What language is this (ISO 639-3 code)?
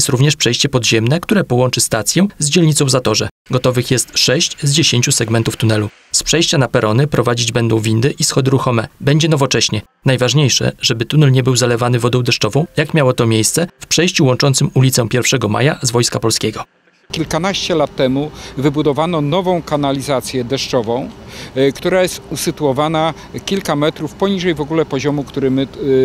pol